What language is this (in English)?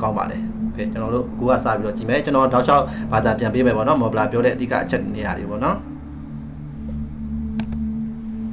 Burmese